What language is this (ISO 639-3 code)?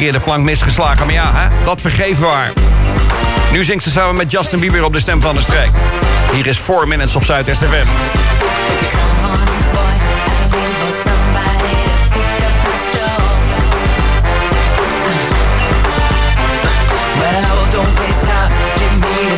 nld